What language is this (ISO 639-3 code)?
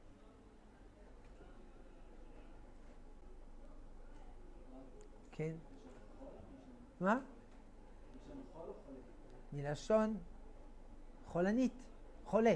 heb